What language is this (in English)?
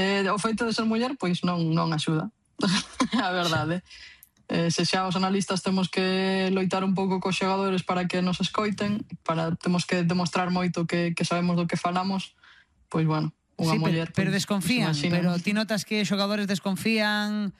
Galician